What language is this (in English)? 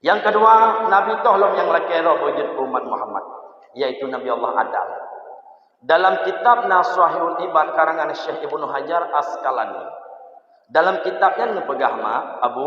Achinese